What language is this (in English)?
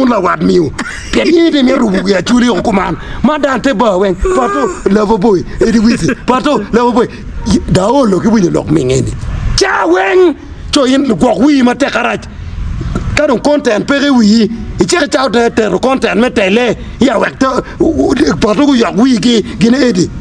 Acoli